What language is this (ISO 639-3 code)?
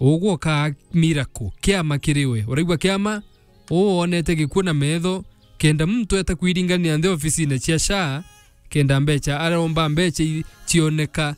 mer